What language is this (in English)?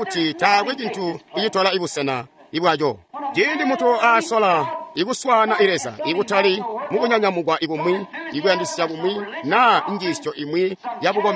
Tonga (Zambia)